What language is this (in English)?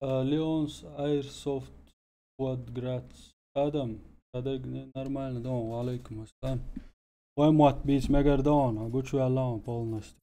Chechen